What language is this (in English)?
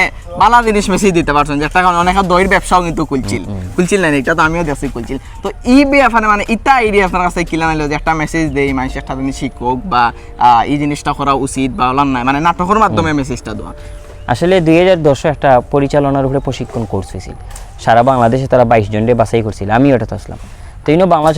Sylheti